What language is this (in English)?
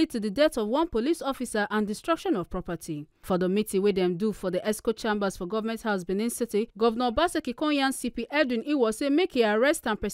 Nigerian Pidgin